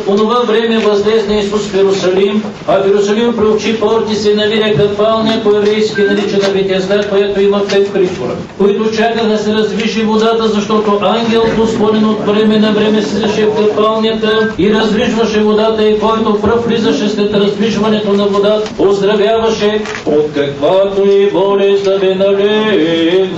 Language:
Bulgarian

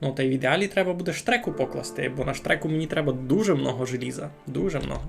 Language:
Rusyn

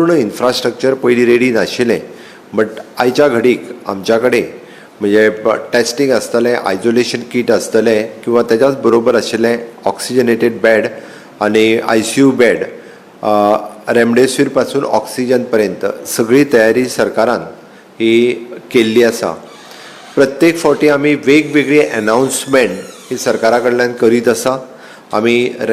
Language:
Konkani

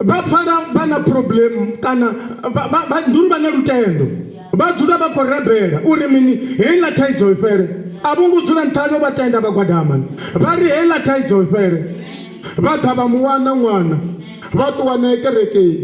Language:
Venda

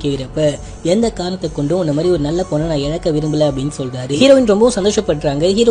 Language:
Tamil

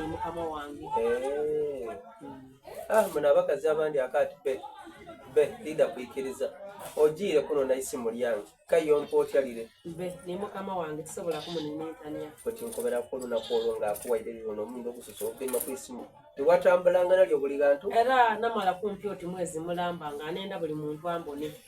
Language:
Soga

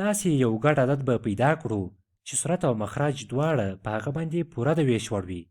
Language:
Pashto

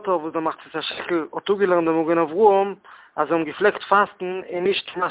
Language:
Yiddish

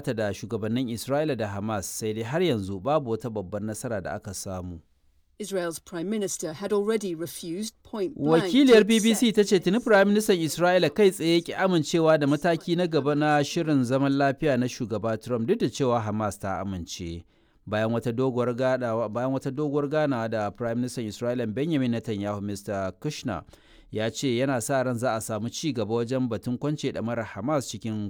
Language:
Hausa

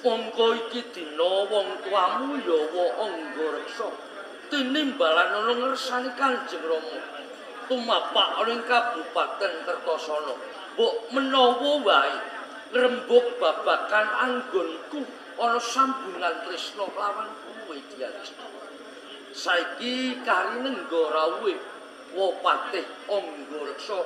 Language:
Javanese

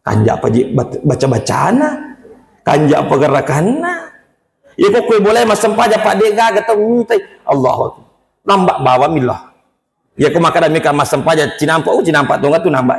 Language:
Buginese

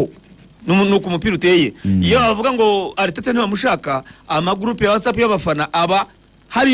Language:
Kinyarwanda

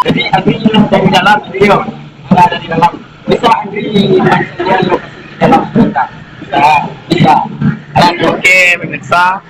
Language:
Minangkabau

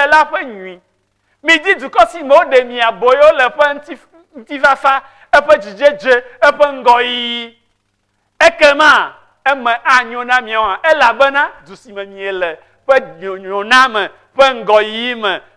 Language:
Ewe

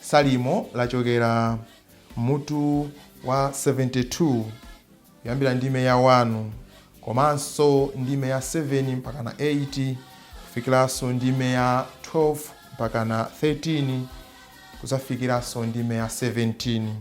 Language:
Nyanja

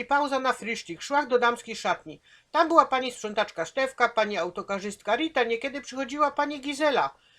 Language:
Silesian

